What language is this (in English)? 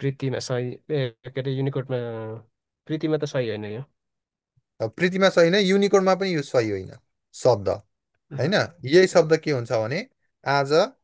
Nepali